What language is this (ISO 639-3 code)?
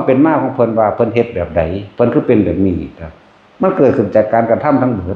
tts